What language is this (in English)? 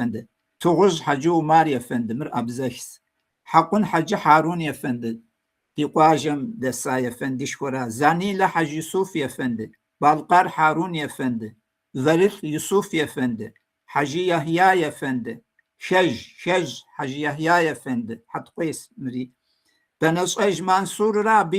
Kabardian